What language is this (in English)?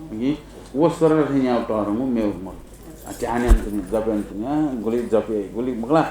Newari